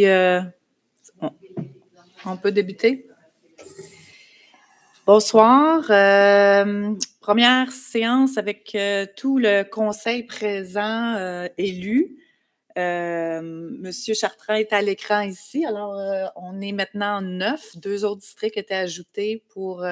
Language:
French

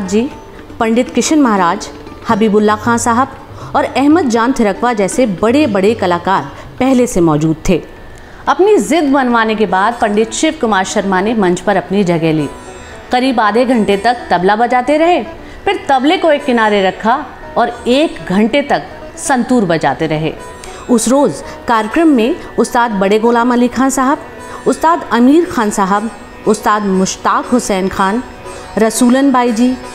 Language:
Hindi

